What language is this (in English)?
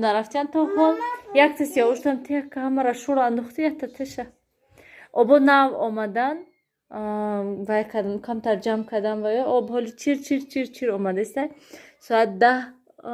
Tajik